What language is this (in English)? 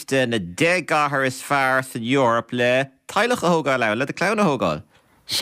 Irish